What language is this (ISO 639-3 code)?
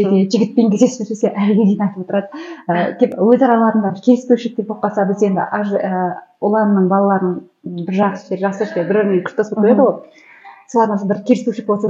kaz